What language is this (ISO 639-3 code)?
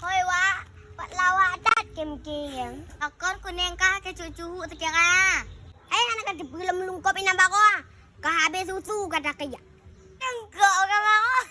ace